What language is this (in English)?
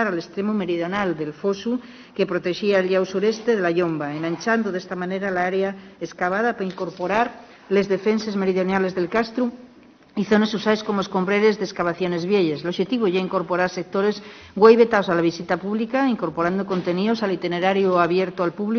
Asturian